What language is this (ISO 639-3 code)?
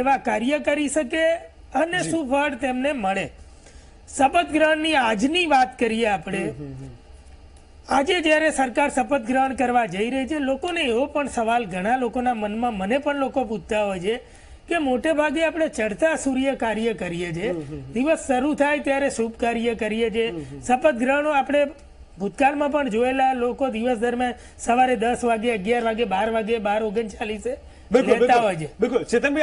guj